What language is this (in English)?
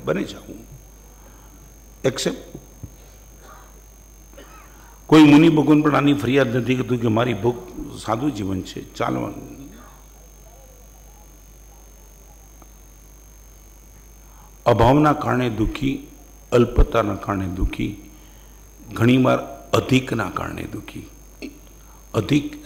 Gujarati